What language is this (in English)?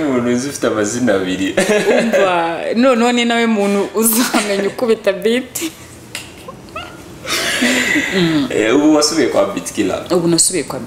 Kinyarwanda